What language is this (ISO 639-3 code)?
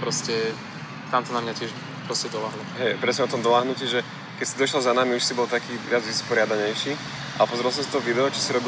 slk